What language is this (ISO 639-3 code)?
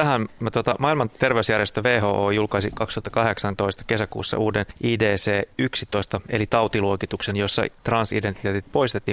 fin